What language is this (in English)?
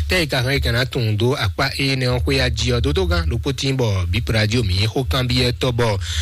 Fon